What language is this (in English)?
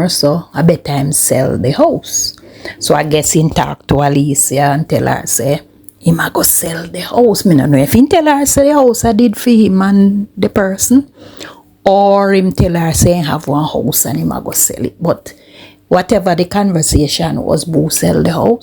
Jamaican Creole English